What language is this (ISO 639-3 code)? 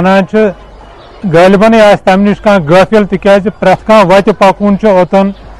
kas